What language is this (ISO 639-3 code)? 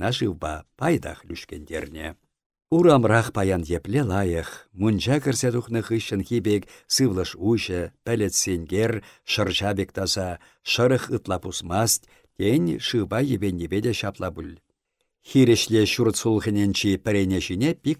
chv